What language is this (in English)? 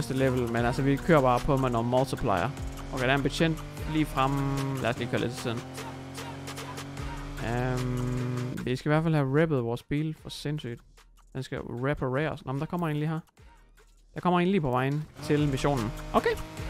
Danish